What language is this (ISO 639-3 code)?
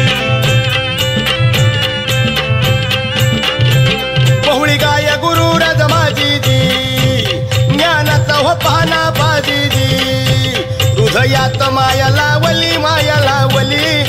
mar